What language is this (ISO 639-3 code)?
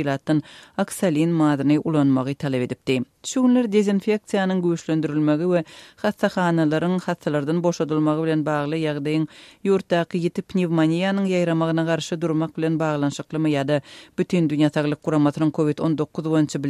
tuk